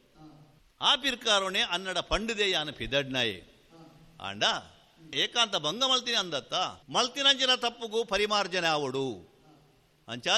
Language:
Tulu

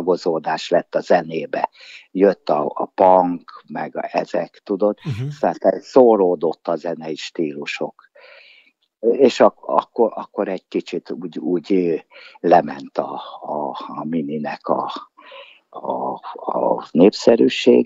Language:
Hungarian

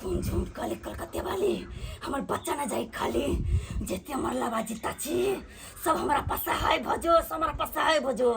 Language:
Maithili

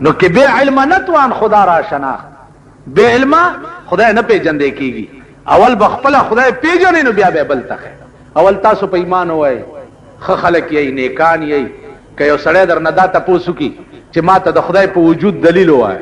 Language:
Pashto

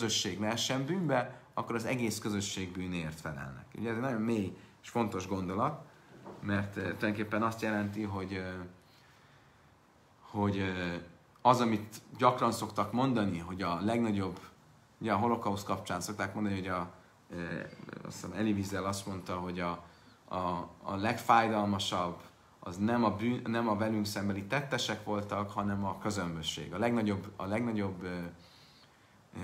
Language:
Hungarian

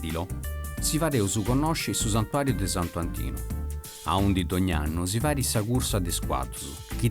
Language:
Sardinian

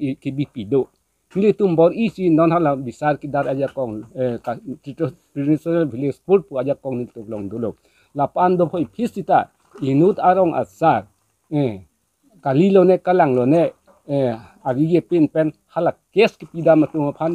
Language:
Karbi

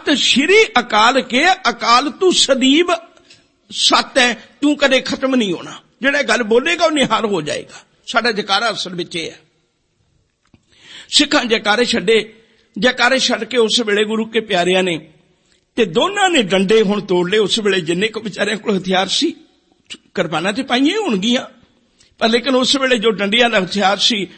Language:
Punjabi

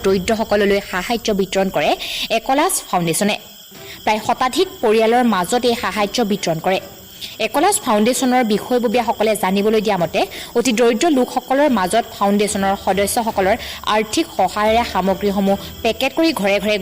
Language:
Assamese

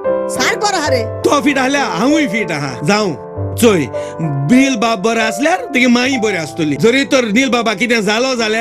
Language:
Konkani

